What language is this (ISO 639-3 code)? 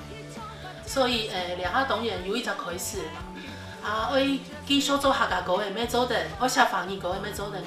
hak